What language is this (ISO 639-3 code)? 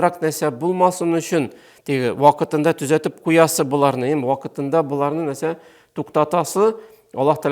tat